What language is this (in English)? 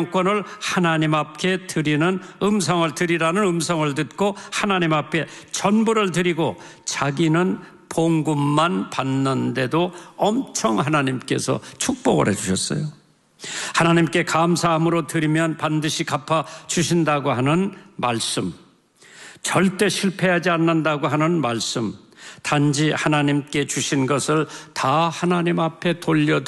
Korean